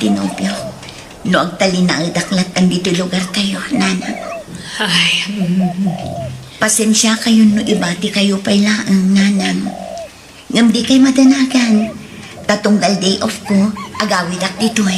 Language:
Iloko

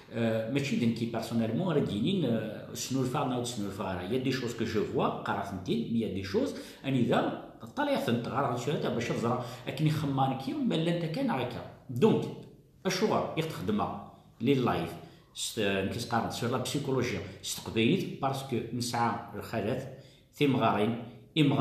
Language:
Kabyle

